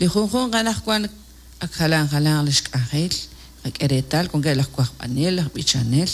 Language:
Kekchí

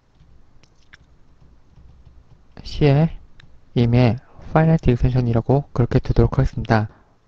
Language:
Korean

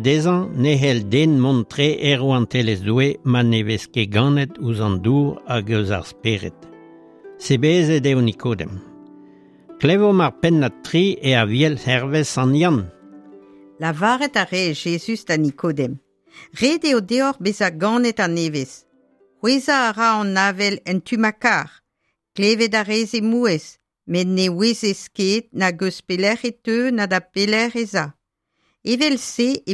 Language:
Breton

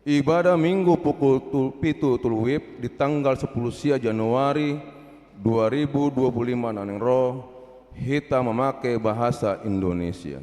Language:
Batak Toba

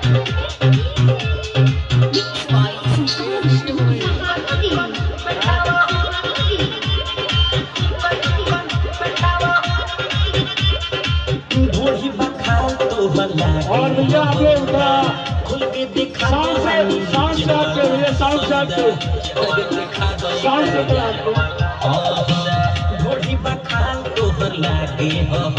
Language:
Bhojpuri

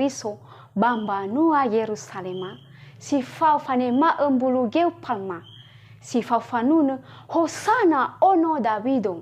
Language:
Nias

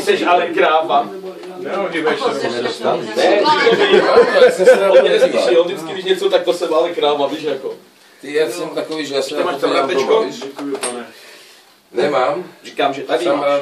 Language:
Czech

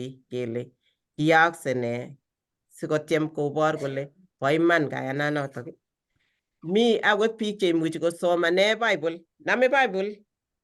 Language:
Kalenjin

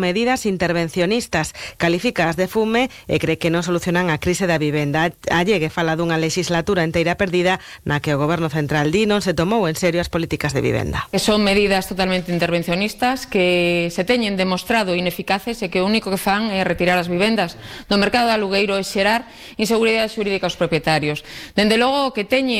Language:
Galician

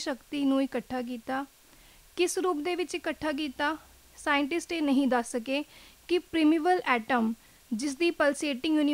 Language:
Punjabi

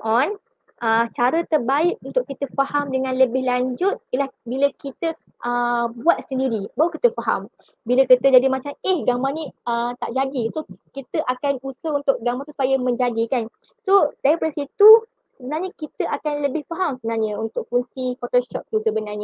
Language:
Malay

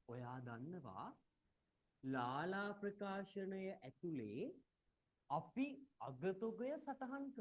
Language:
Sinhala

